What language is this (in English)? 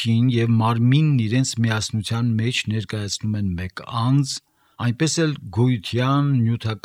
Armenian